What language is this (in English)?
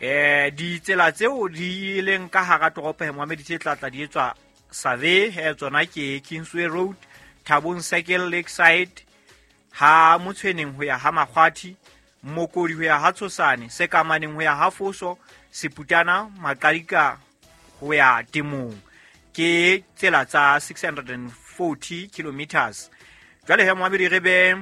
Southern Sotho